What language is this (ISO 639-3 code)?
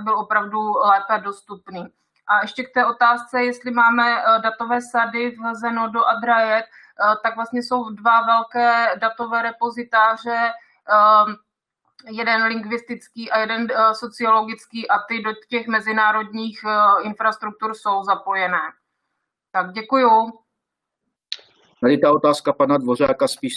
ces